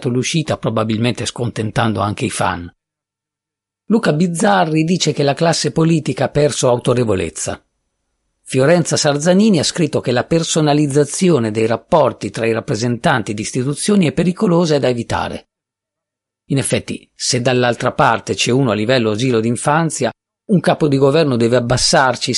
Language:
Italian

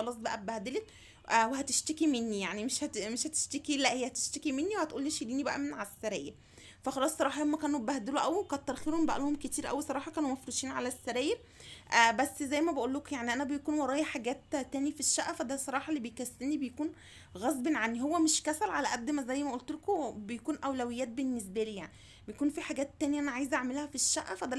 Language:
Egyptian Arabic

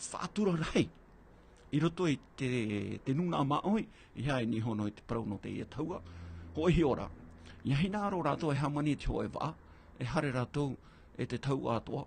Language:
Tahitian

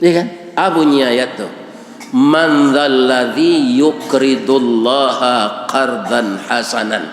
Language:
Minangkabau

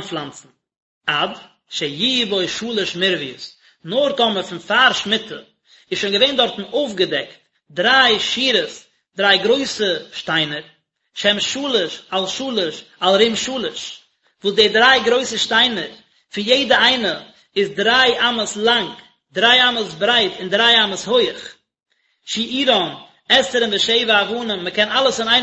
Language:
Yiddish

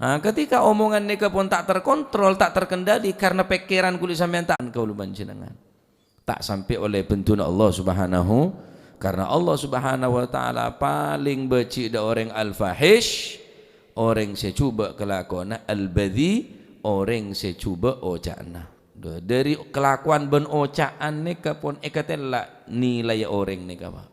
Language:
Madurese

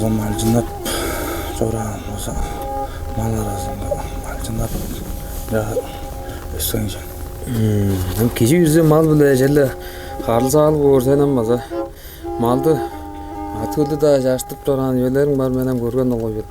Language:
Tuvinian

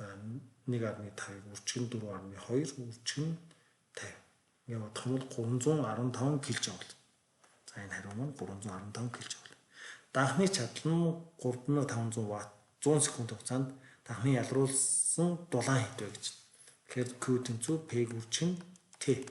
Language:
Mongolian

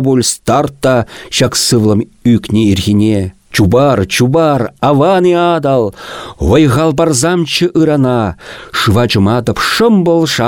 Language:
Chuvash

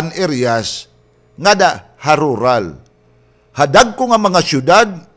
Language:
Waray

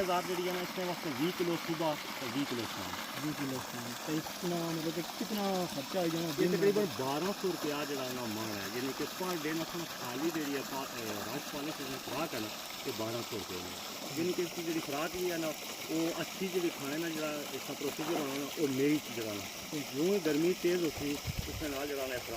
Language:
Pahari-Potwari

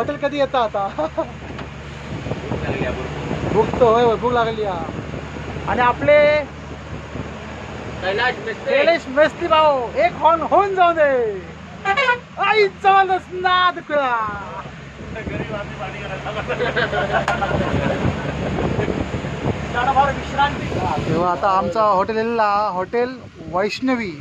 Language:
Marathi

